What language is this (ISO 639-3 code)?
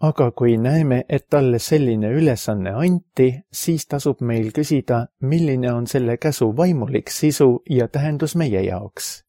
est